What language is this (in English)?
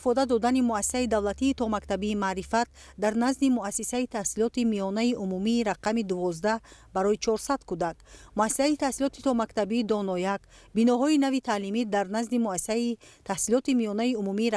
Tajik